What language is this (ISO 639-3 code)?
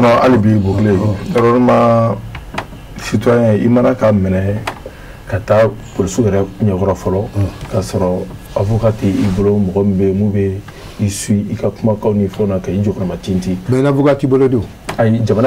bam